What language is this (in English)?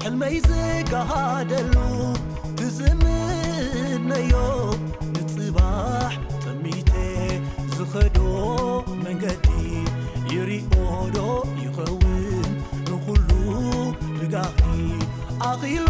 Tigrinya